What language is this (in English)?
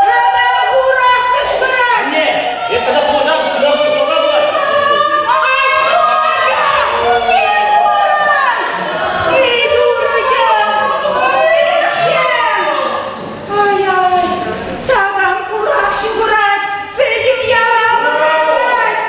Chuvash